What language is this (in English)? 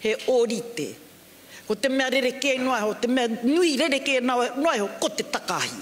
Māori